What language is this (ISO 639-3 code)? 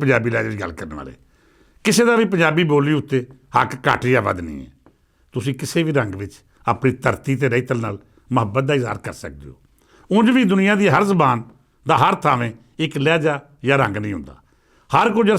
lah